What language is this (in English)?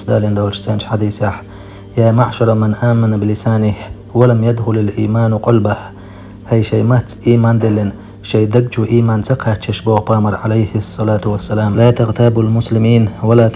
Chechen